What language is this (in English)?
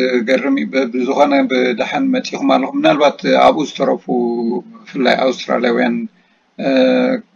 Tigrinya